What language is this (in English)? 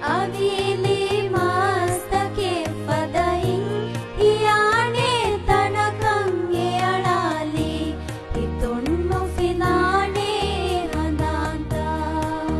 Divehi